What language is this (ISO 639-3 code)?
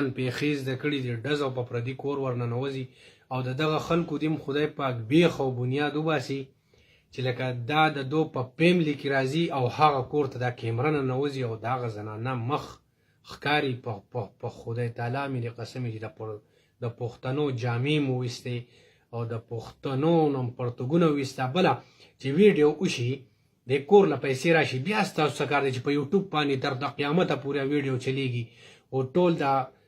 pus